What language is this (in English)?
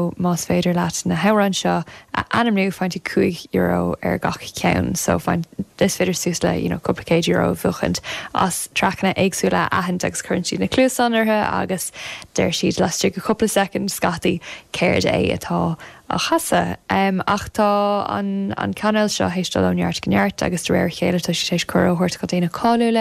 Irish